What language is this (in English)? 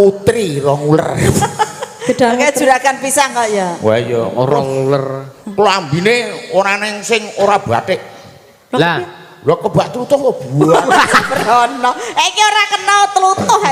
Javanese